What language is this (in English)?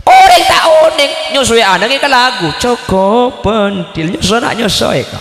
Madurese